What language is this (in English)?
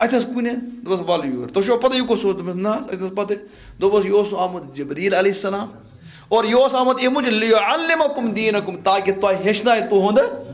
Kashmiri